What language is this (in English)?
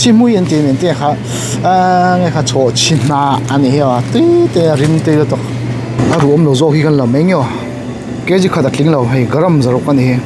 Mizo